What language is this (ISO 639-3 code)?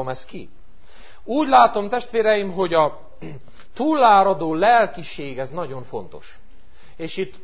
hun